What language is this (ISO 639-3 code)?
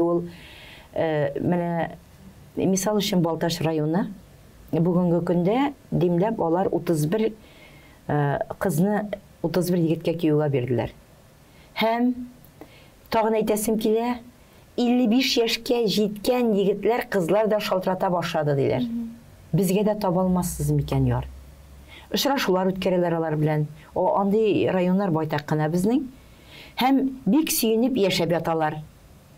tat